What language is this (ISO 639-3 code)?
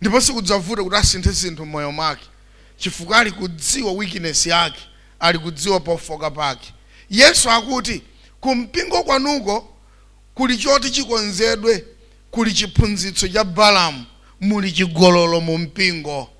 nya